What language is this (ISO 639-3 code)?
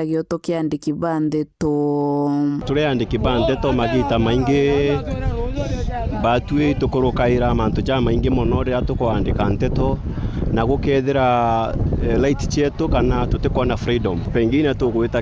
mer